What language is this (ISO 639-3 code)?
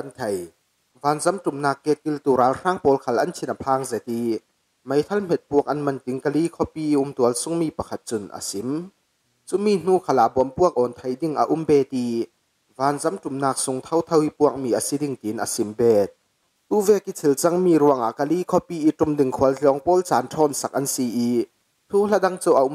cfm